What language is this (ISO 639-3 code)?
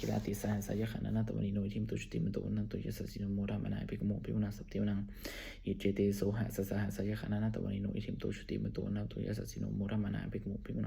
pli